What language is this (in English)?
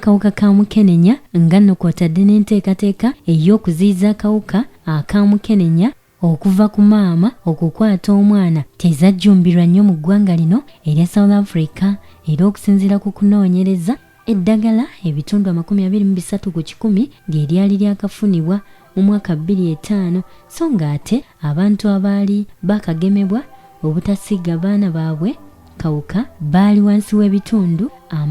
Ganda